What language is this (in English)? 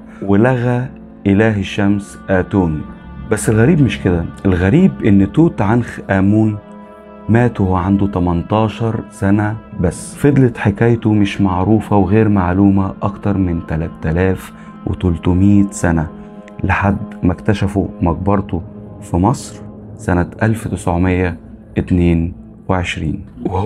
Egyptian Arabic